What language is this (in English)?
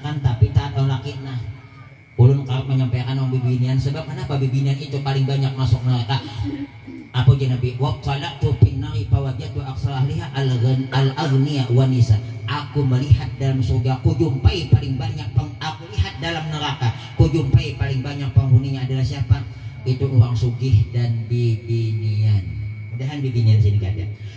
Banjar